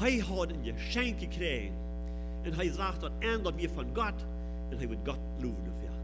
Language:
Plautdietsch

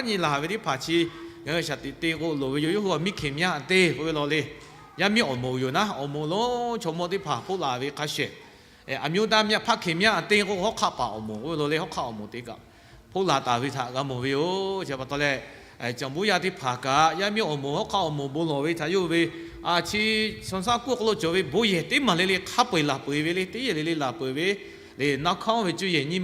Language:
Lahu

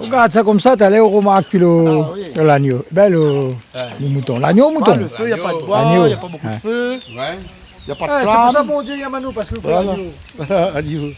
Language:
Réunion Creole French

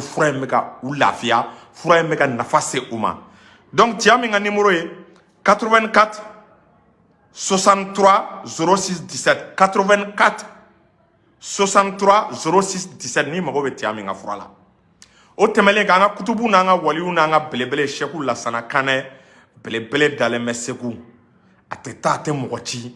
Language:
Bambara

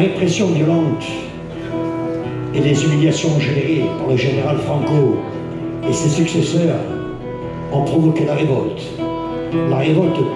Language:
French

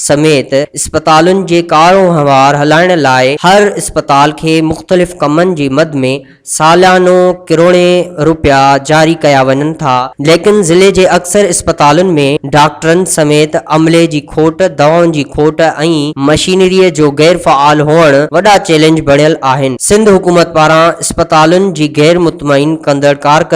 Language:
Sindhi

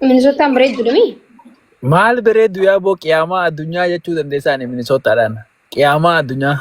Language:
Oromo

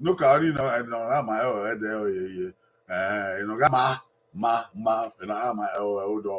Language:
Bini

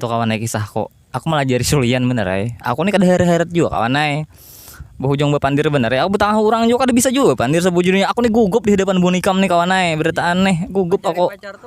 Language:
Banjar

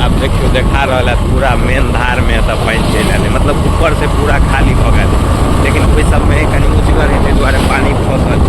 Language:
Maithili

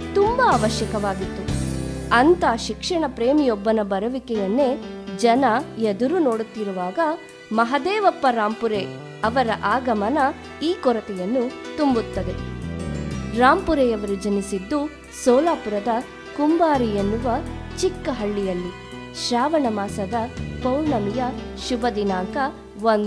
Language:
Kannada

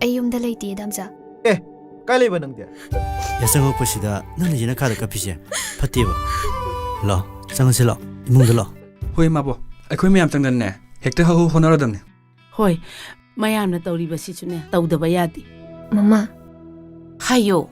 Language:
Manipuri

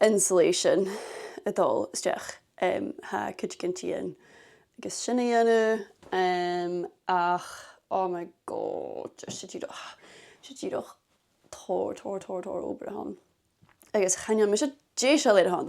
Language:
Scottish Gaelic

